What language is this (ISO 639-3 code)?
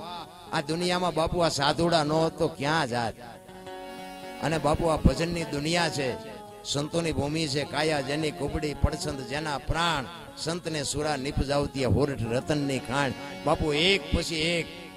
guj